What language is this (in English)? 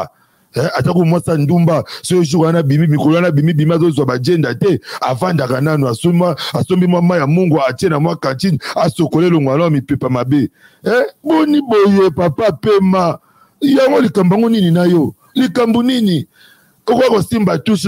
Lingala